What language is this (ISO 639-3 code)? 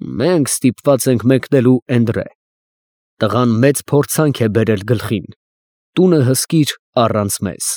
hye